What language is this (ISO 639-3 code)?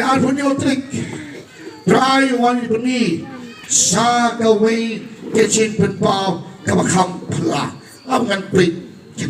kha